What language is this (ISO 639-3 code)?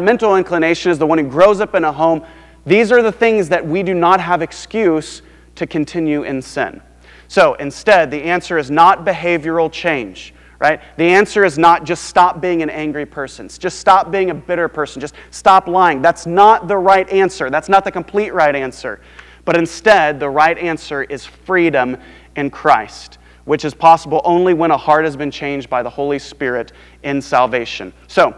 eng